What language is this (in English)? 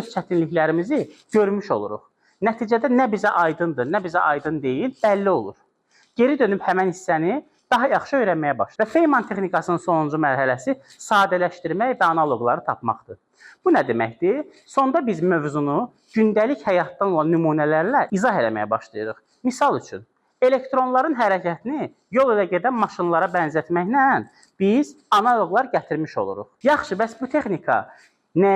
Azerbaijani